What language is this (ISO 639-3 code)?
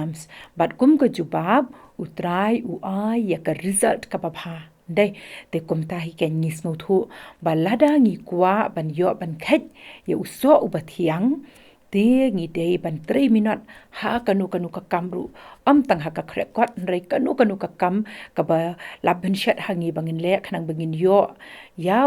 kha